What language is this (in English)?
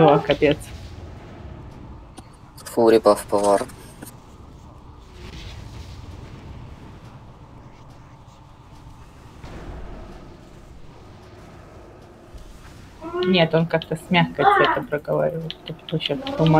Russian